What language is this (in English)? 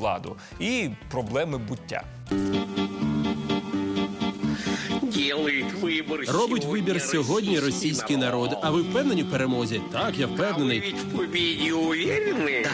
Ukrainian